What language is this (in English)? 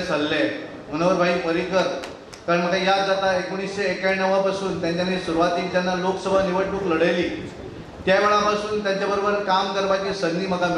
Konkani